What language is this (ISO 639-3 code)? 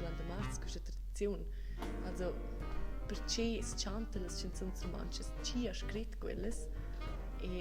roh